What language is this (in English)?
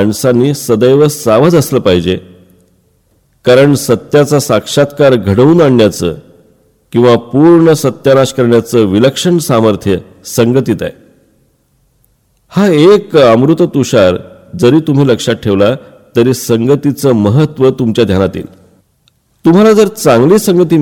Marathi